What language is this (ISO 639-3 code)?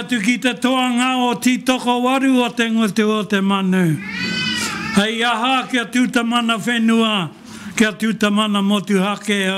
mri